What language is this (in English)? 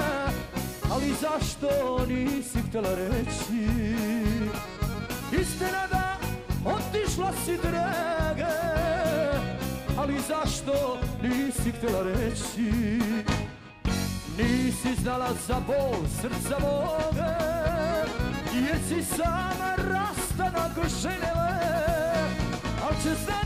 Croatian